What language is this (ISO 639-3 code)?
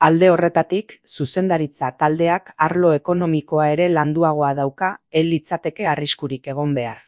eus